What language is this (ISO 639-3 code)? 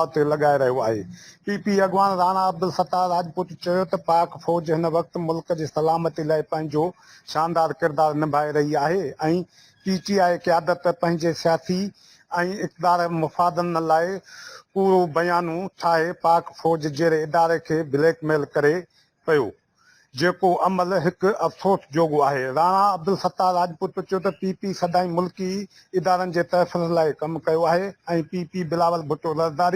snd